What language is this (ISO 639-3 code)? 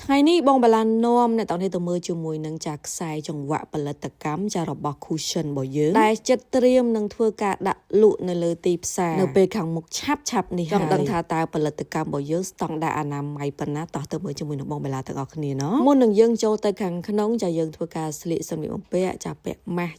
khm